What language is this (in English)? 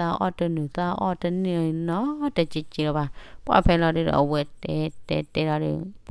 S'gaw Karen